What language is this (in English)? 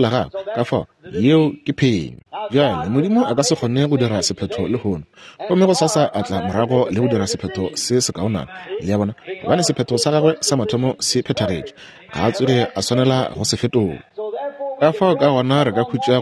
Northern Sotho